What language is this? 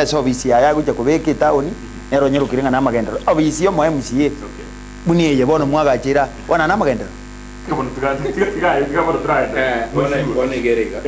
Gusii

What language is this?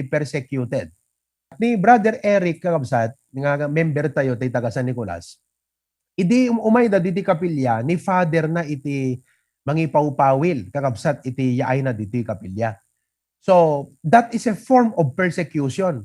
Iloko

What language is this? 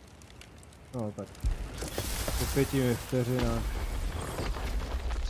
Czech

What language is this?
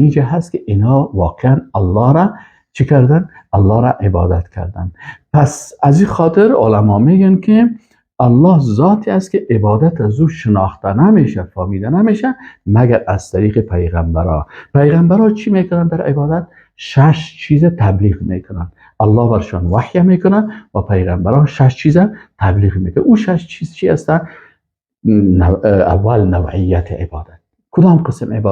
Persian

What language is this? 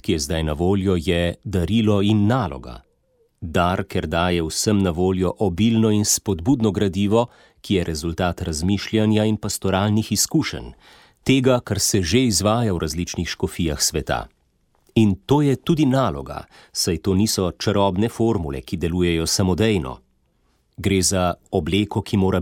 Slovenian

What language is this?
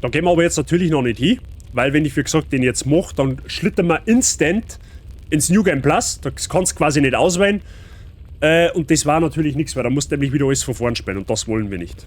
Bavarian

